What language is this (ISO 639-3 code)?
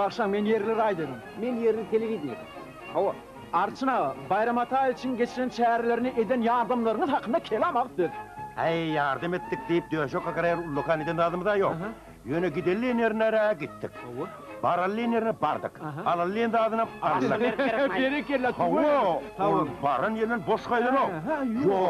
tuk